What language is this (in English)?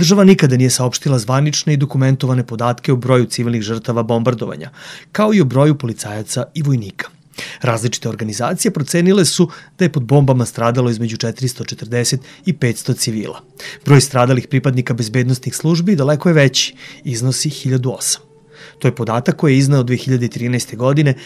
Serbian